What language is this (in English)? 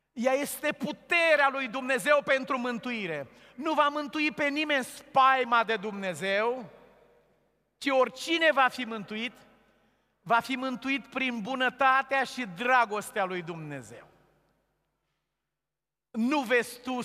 Romanian